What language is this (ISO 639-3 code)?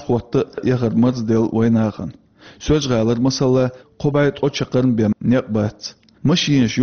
che